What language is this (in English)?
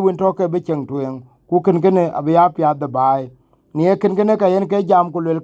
Dinka